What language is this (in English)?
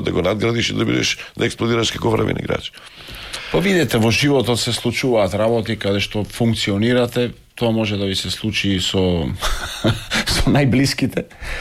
Macedonian